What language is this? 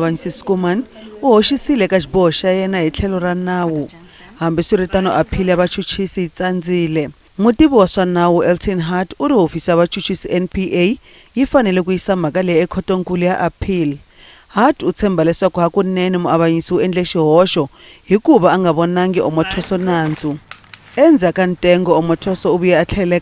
Tsonga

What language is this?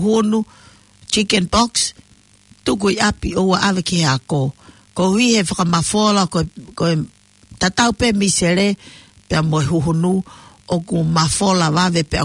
Tongan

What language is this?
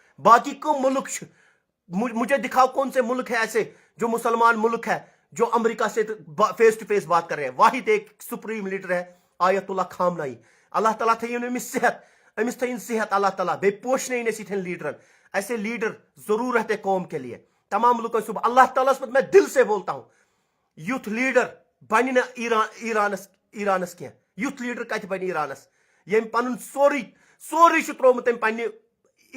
Kashmiri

